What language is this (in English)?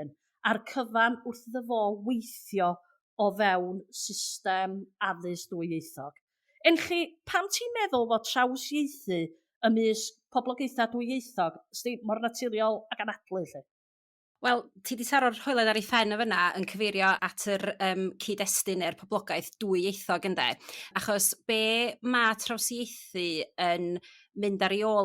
Welsh